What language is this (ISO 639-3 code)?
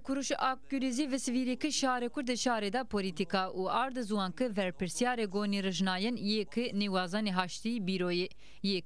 zza